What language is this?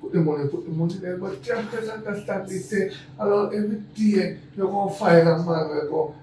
Jamaican Creole English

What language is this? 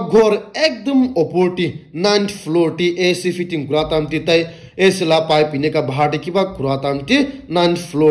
Naga Pidgin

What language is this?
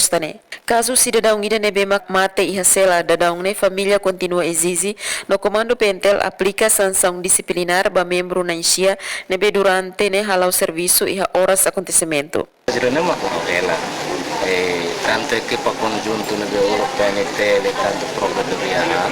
Tetum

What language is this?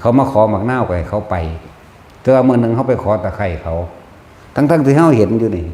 Northeastern Thai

